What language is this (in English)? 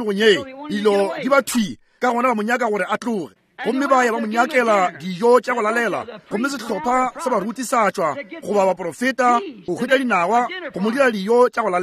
Northern Sotho